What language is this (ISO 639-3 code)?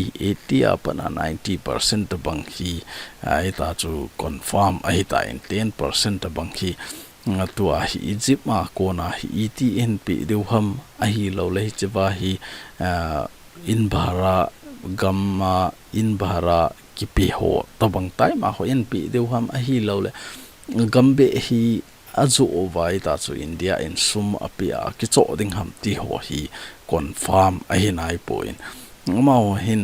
tcz